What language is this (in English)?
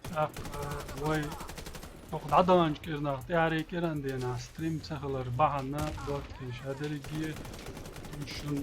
Chechen